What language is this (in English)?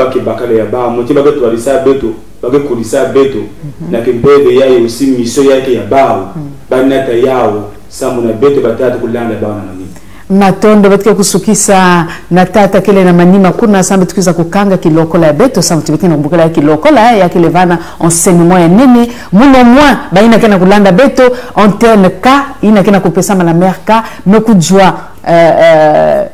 Kituba (Congo)